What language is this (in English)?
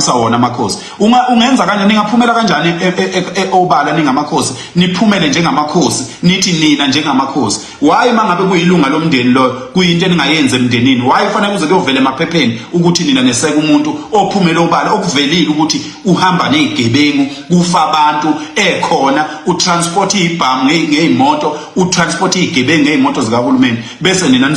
Zulu